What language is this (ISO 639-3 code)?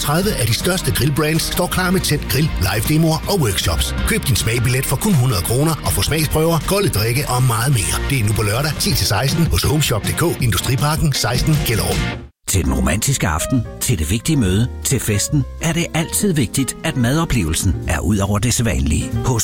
dan